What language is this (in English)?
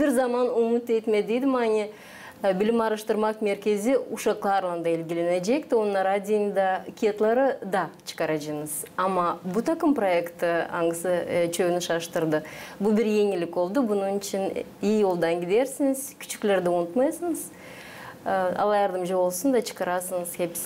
Gagauz